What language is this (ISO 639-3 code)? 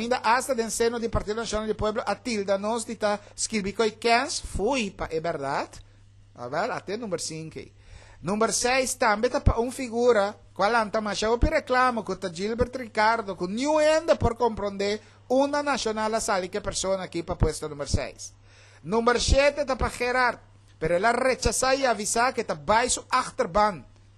pap